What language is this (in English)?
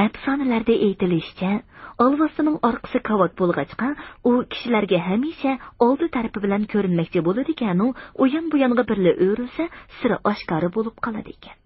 Uyghur